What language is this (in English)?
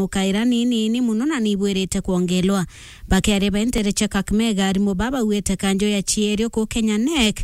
Meru